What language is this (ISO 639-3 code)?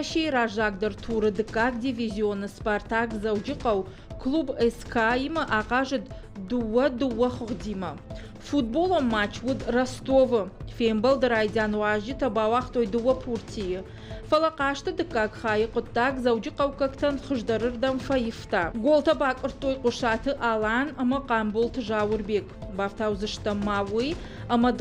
oss